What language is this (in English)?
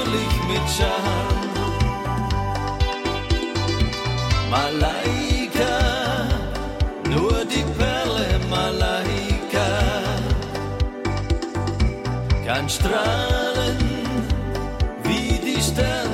German